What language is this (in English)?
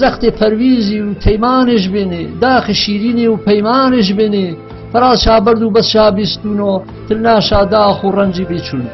Gurani